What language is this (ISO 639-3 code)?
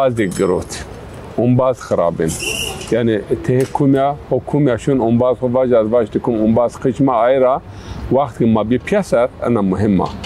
zza